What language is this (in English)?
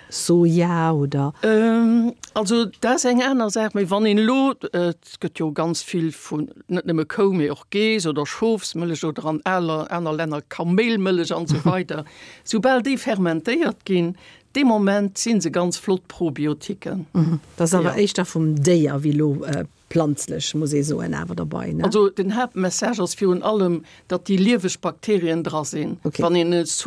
Luxembourgish